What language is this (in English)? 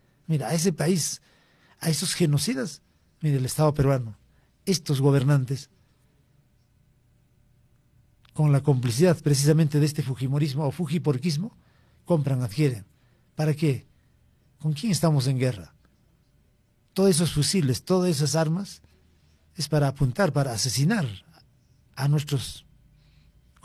Spanish